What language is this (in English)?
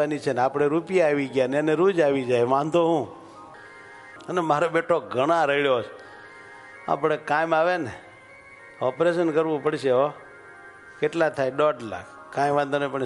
Gujarati